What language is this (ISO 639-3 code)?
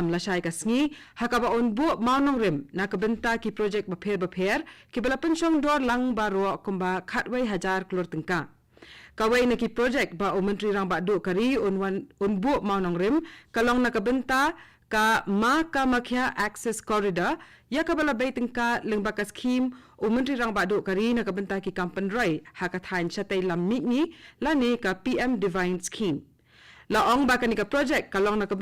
kha